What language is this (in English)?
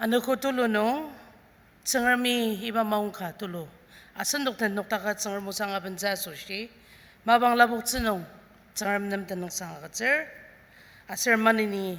Ao Naga